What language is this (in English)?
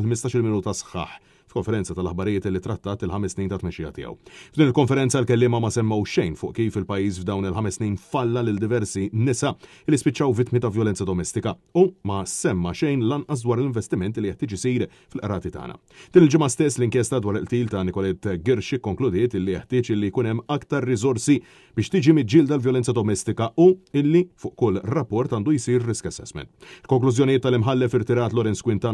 Maltese